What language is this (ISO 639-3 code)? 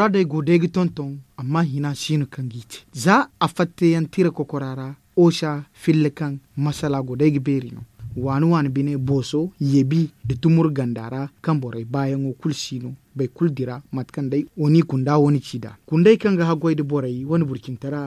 dje